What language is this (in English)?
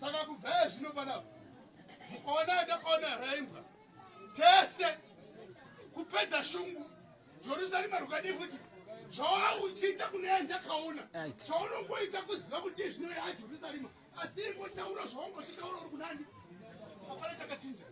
Shona